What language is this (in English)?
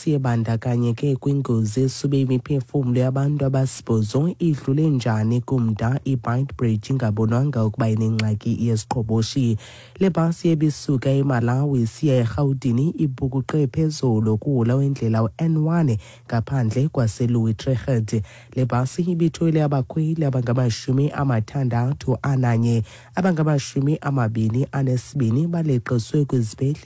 Xhosa